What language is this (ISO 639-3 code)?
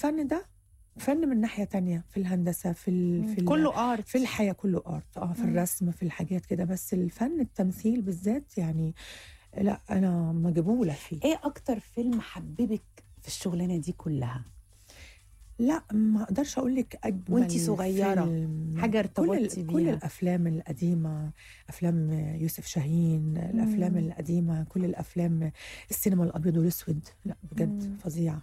arz